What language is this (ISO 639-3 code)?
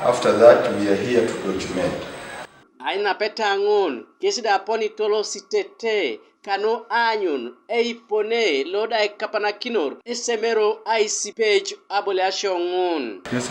teo